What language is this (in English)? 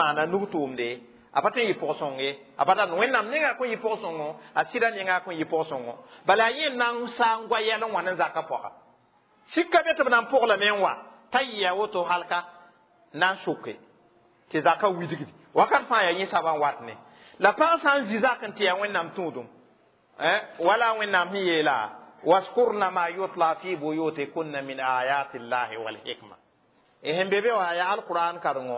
Mossi